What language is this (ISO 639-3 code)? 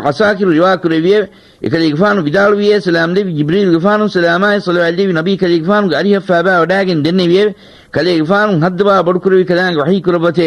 div